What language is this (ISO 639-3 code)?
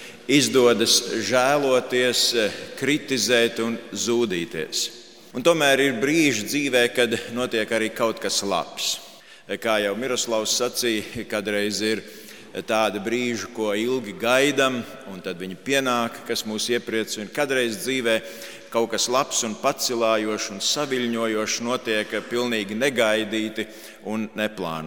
lav